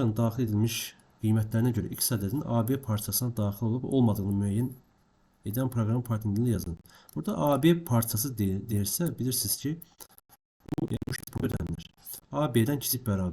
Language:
Azerbaijani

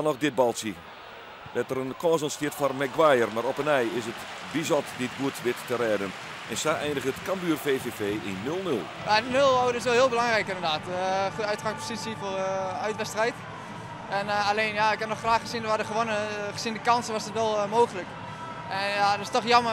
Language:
Western Frisian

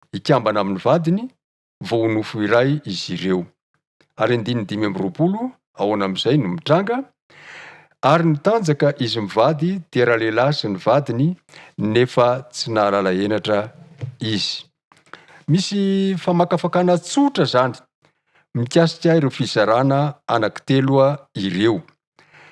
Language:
Malagasy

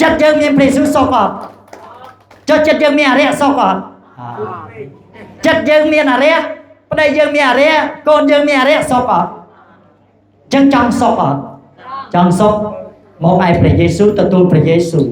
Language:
Khmer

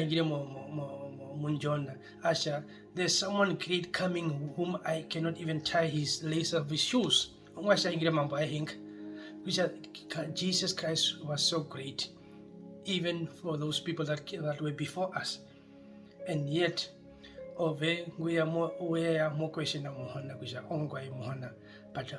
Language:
Herero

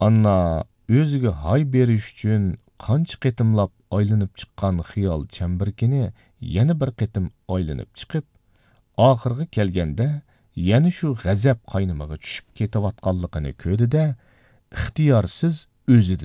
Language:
Uyghur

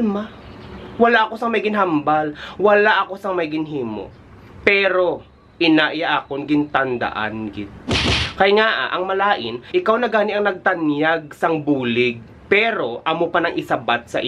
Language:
Hiligaynon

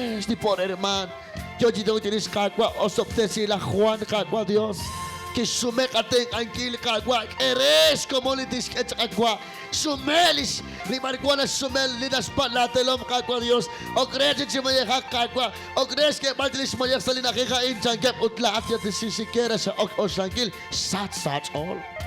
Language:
Kekchí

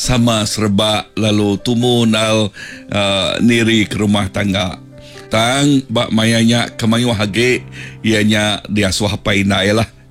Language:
Iban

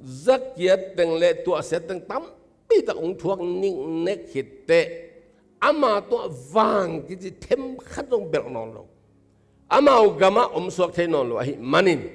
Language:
Tedim Chin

